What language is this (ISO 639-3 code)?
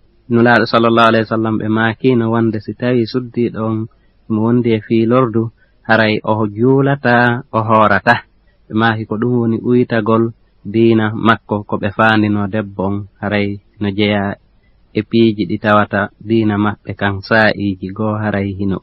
ful